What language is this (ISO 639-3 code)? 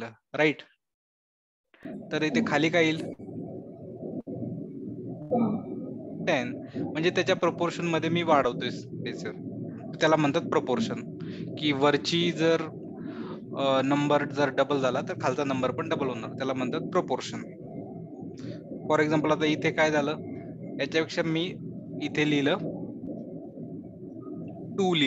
mar